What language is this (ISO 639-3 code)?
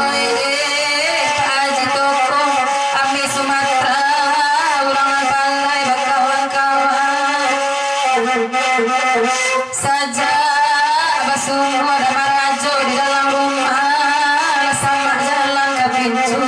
min